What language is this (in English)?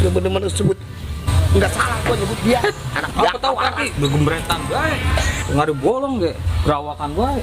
Betawi